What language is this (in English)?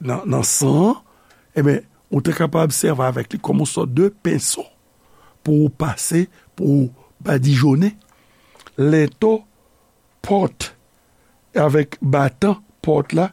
Haitian Creole